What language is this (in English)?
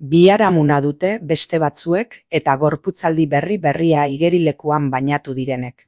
Basque